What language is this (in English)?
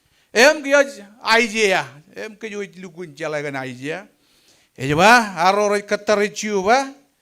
Marshallese